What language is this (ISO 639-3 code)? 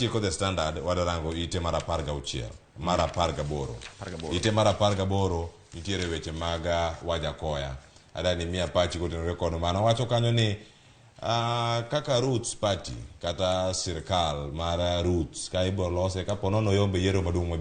luo